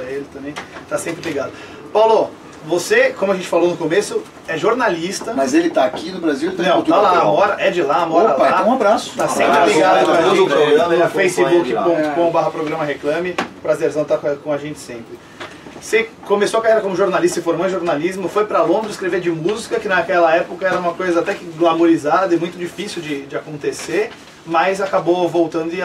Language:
Portuguese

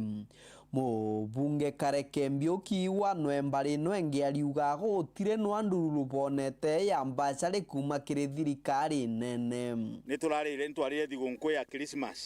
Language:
Meru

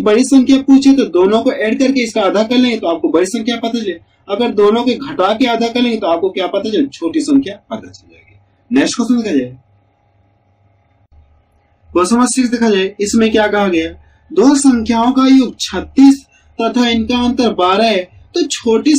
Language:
Hindi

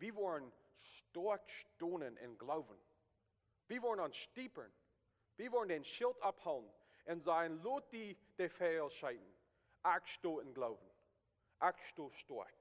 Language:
Plautdietsch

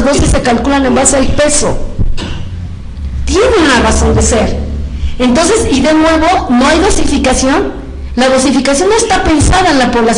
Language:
Spanish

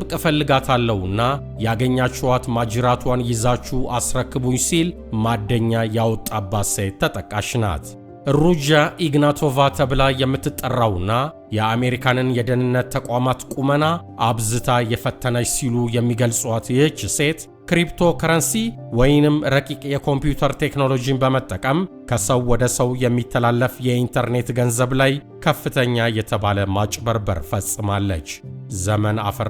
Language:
Amharic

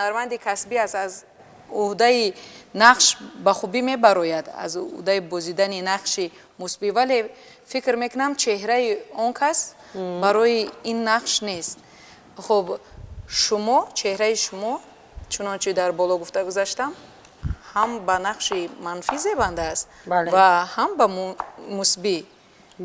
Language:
Tajik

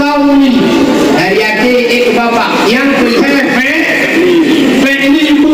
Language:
Achinese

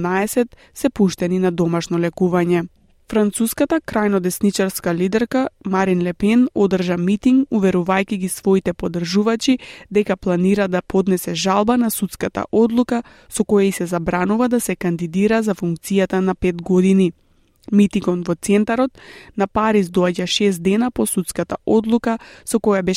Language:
Macedonian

